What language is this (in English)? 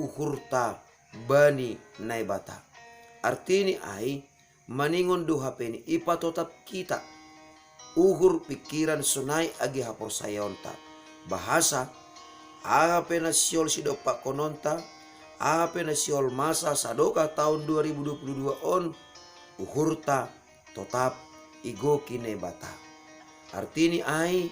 Batak Simalungun